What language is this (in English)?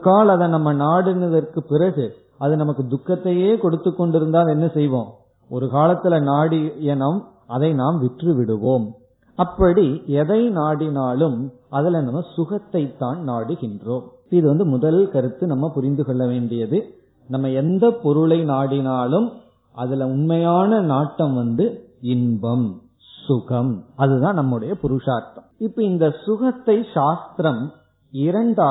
Tamil